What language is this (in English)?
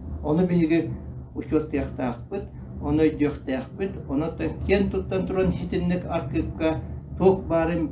Yakut